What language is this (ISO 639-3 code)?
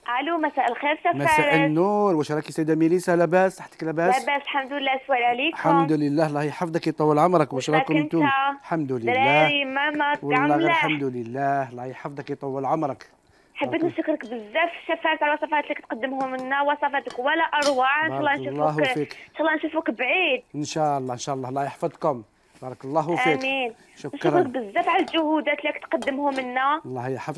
arq